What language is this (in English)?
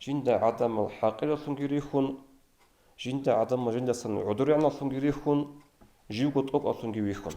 Avaric